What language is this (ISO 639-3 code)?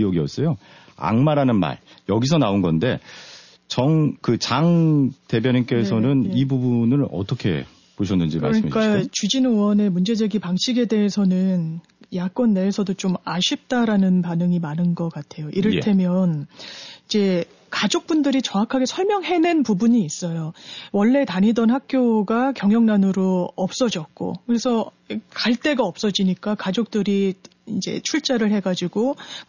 kor